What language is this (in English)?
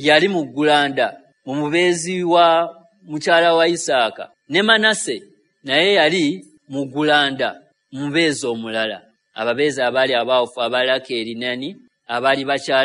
Ganda